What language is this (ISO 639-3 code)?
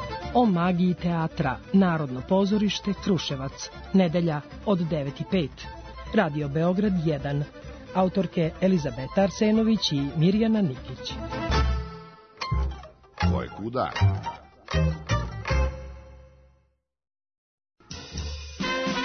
srp